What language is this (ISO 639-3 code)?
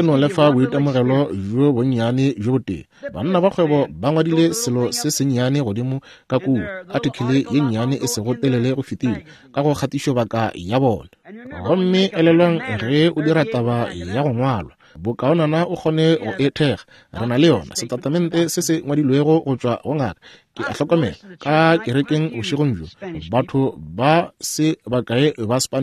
nso